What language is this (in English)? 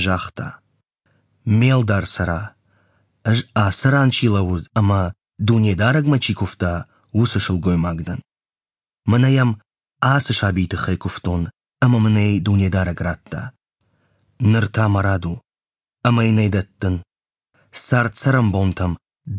Ossetic